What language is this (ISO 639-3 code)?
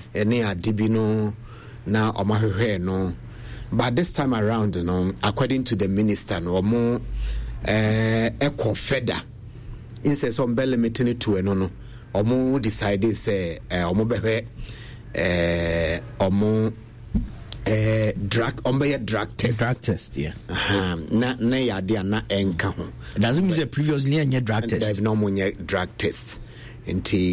aka